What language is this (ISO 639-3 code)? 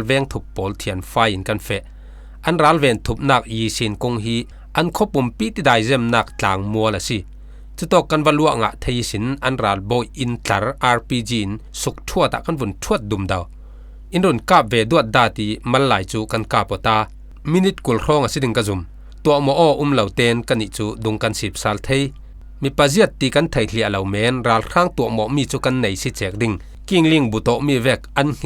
cfm